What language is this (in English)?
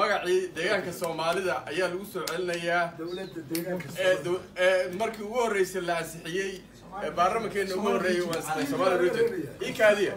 Somali